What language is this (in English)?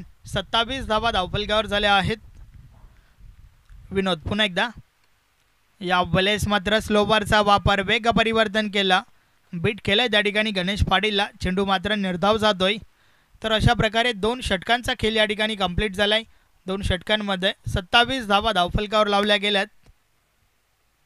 Marathi